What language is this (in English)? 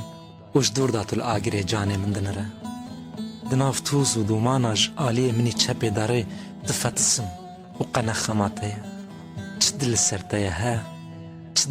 Kurdish